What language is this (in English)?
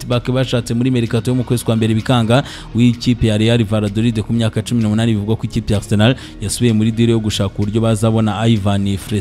Kinyarwanda